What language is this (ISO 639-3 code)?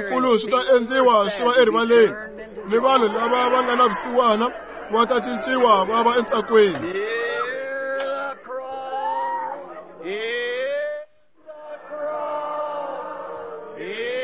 tso